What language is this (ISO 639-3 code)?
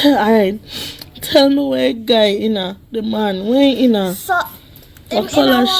jam